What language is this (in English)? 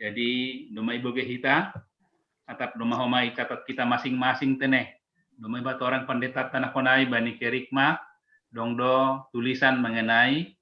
Batak Simalungun